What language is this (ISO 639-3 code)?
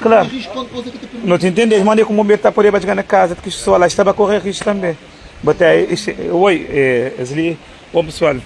kea